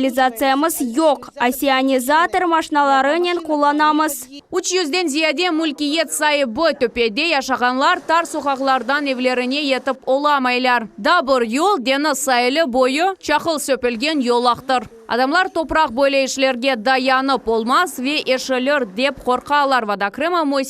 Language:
Crimean Tatar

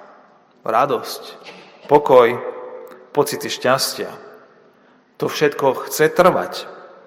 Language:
Slovak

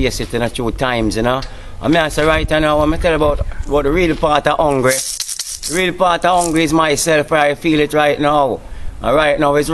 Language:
Jamaican Creole English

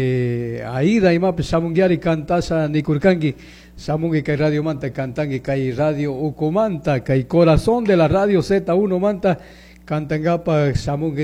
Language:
Chimborazo Highland Quichua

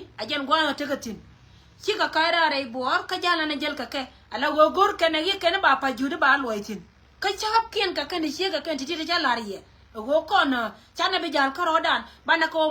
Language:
Nuer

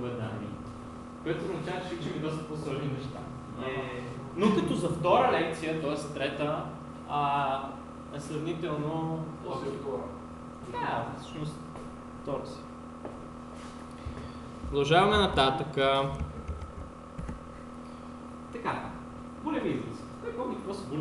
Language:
Bulgarian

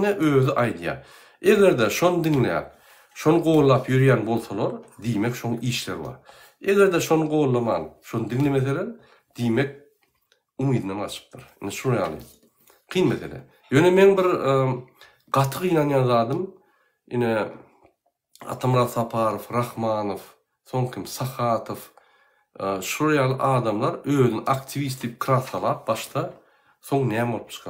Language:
Turkmen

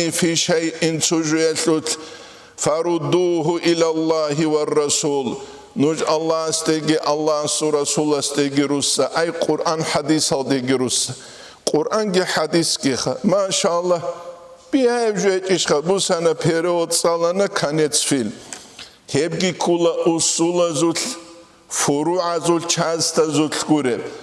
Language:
Avaric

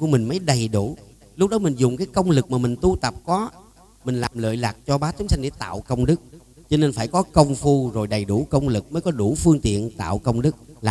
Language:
Vietnamese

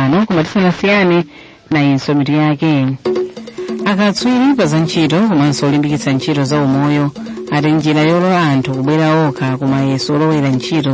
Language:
Nyanja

